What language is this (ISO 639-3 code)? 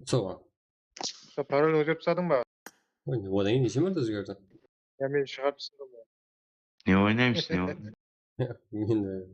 kaa